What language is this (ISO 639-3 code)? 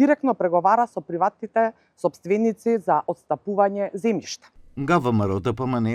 mkd